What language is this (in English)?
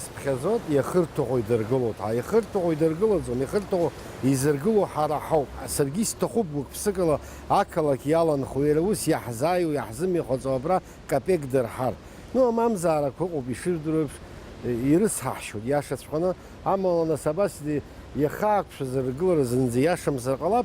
Abkhazian